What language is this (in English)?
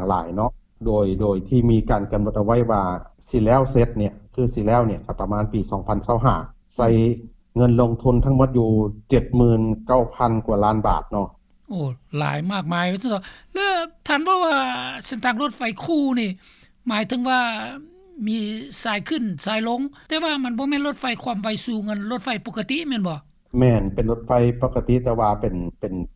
Lao